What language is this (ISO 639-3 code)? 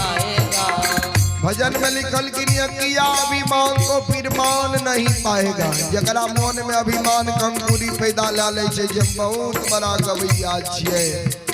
mai